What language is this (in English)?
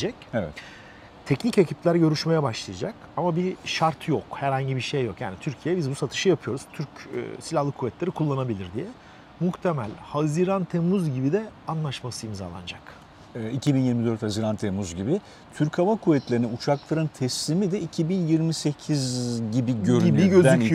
Turkish